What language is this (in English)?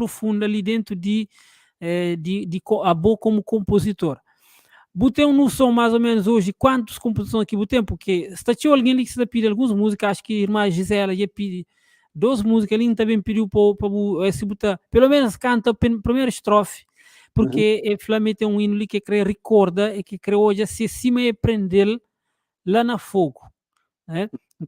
Kabuverdianu